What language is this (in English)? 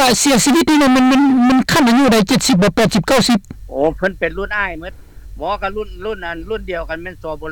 Lao